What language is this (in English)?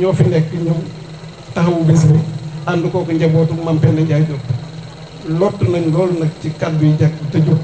Wolof